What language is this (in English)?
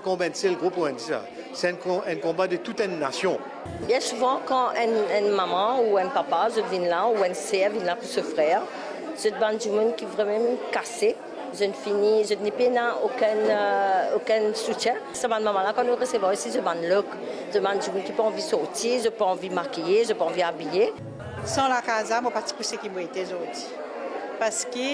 Morisyen